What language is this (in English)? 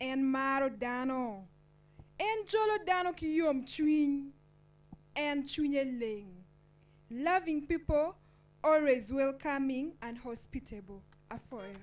Acoli